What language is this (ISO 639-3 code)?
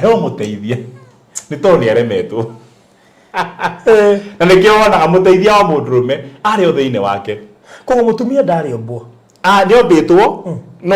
kik